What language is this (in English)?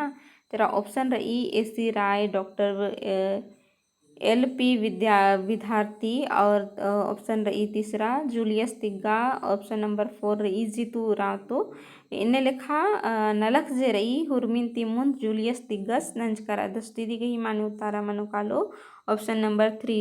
Kurukh